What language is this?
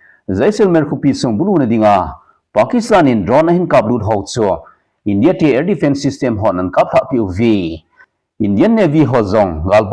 Thado Chin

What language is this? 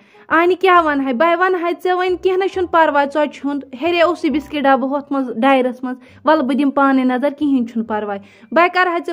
Kashmiri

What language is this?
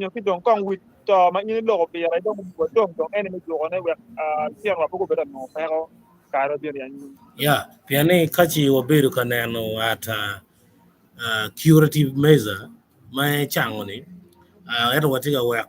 Acoli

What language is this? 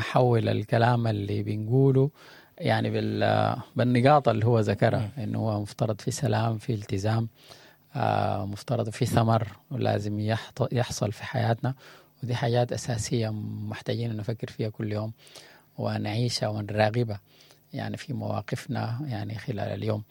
Sudanese Arabic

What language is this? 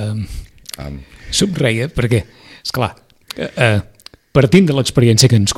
Catalan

